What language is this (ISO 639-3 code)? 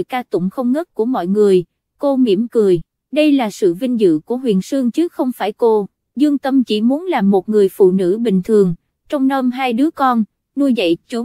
vie